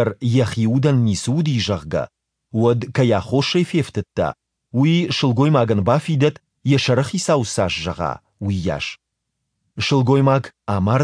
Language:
Ossetic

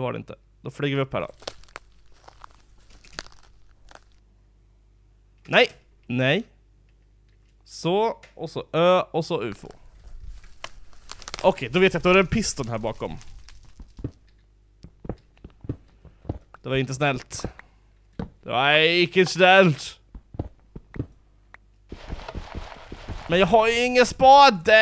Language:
Swedish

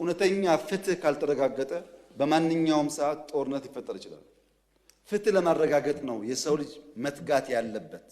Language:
Amharic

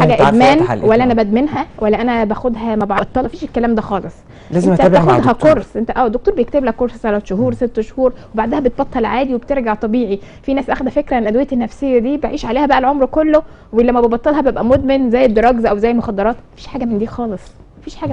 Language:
Egyptian Arabic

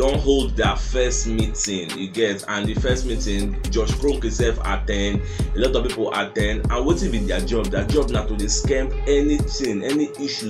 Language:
Nigerian Pidgin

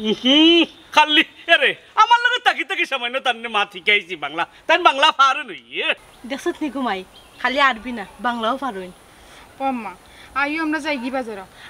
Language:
Sylheti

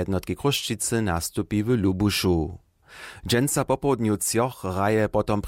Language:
Upper Sorbian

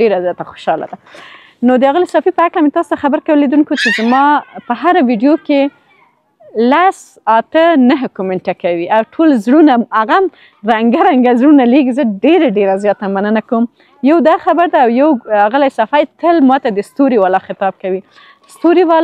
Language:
Pashto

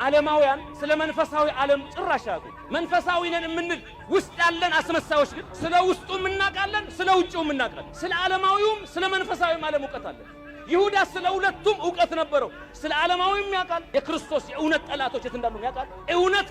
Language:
Amharic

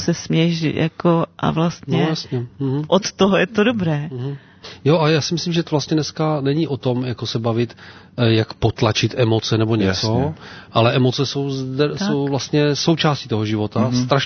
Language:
Czech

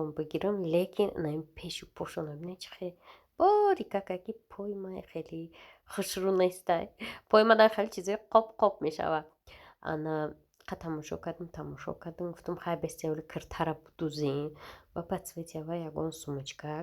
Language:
Tajik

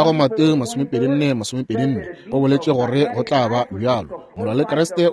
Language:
Northern Sotho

